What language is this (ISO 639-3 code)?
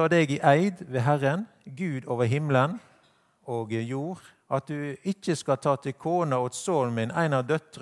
nor